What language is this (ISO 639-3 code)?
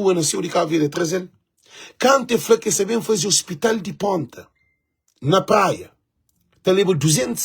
kea